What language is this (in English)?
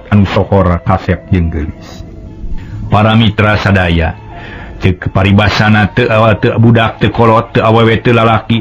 Sundanese